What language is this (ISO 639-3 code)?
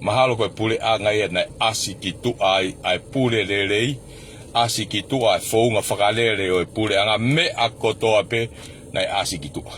ton